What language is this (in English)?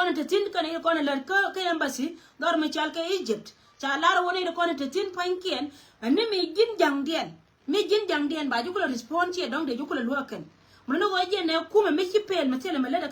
Nuer